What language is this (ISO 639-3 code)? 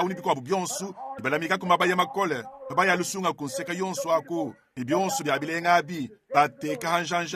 lua